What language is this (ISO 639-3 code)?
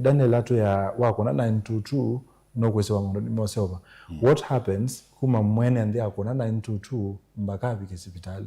kam